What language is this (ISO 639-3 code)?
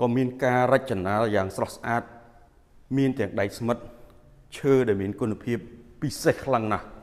khm